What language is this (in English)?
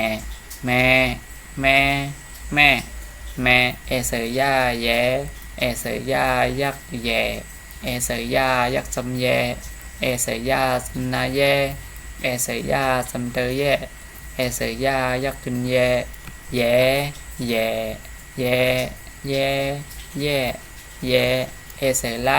Shan